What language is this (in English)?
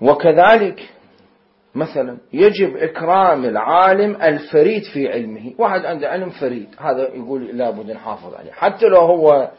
Mesopotamian Arabic